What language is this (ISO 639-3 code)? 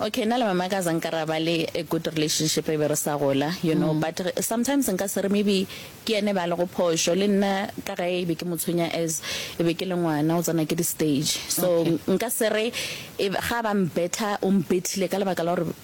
nso